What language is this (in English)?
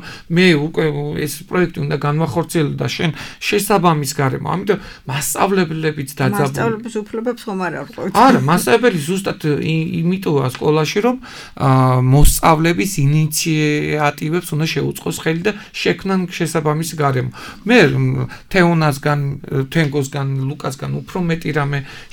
Georgian